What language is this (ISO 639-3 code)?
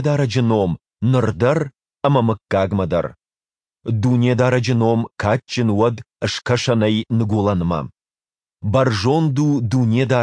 oss